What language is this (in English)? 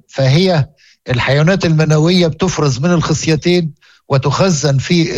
Moroccan Arabic